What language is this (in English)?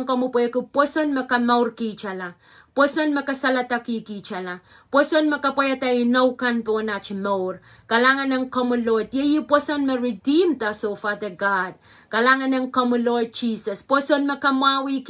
Pohnpeian